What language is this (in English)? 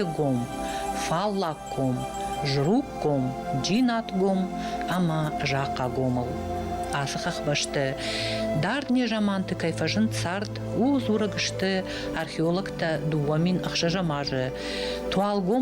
Ossetic